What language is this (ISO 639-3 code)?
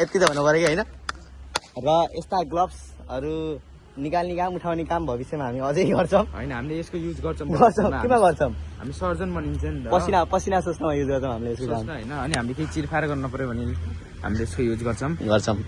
nep